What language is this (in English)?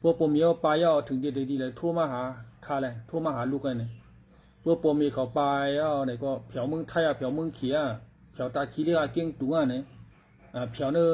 Shan